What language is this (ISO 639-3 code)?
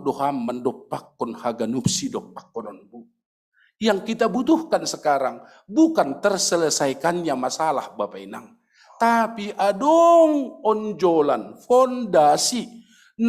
bts